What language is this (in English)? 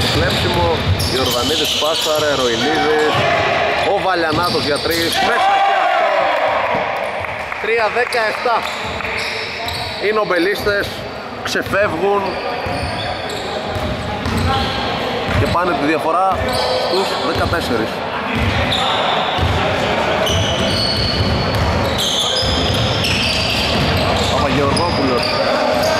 Greek